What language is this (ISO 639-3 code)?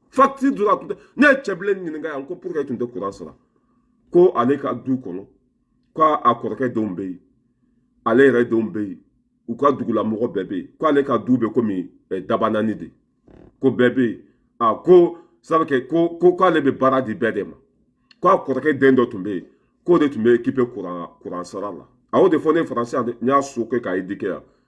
bam